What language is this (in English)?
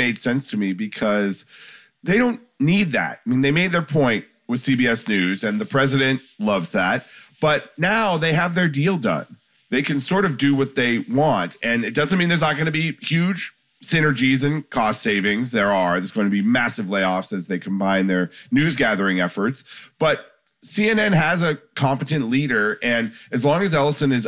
English